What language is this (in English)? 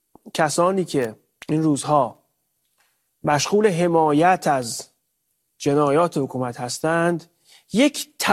Persian